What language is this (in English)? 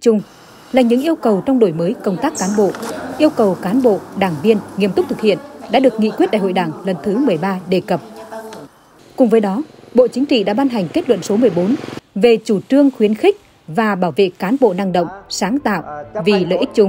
Vietnamese